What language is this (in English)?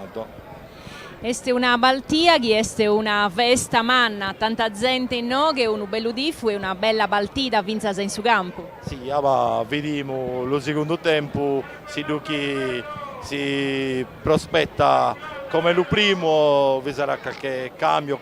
Sardinian